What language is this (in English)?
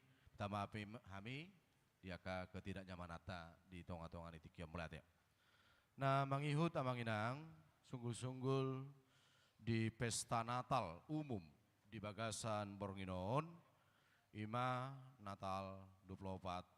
Batak Toba